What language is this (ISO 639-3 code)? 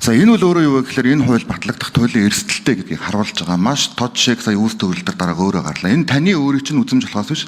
mon